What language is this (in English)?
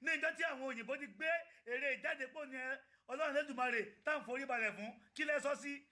Yoruba